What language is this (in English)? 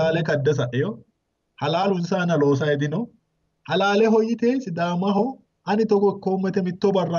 Sidamo